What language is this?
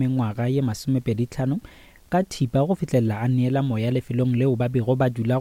Northern Sotho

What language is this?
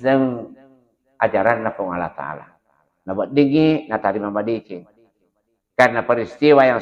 Buginese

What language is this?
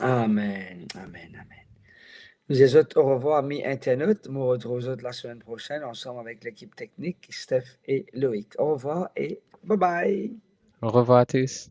Morisyen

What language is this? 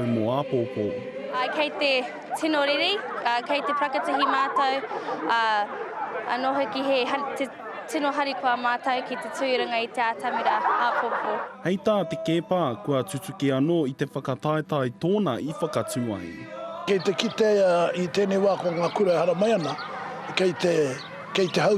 Māori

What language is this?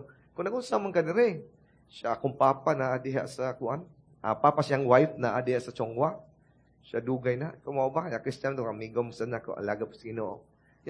Cebuano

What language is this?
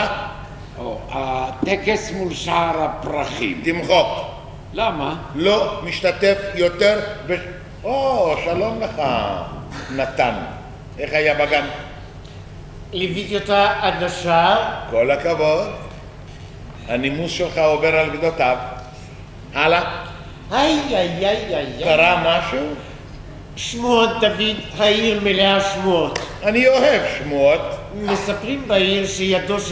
Hebrew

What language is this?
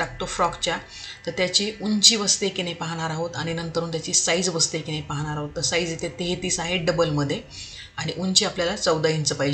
Marathi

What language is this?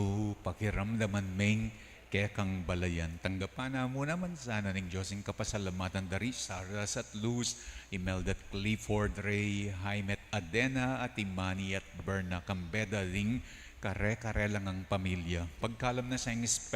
Pampanga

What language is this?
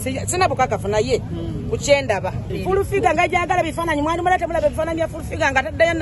Ganda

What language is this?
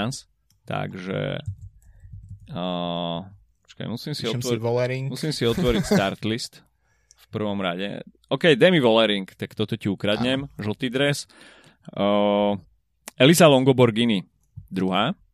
Slovak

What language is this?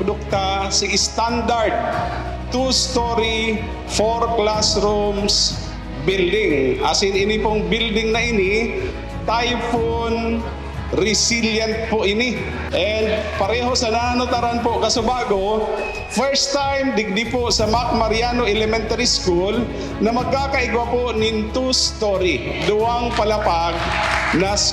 Bikol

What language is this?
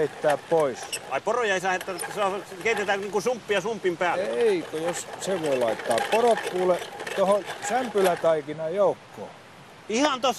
Finnish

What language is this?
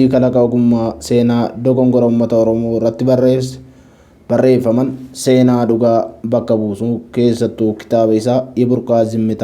Oromo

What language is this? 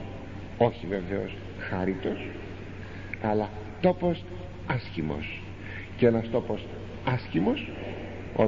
Greek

